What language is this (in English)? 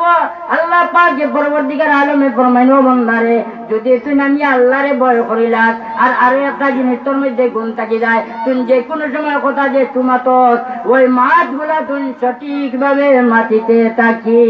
Sylheti